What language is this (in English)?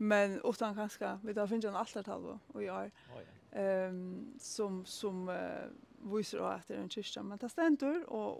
Faroese